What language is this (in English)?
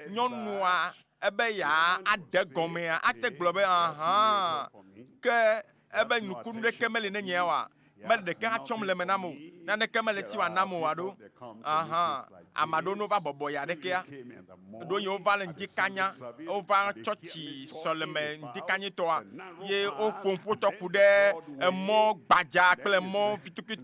Ewe